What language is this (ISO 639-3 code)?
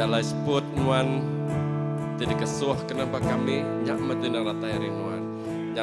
iba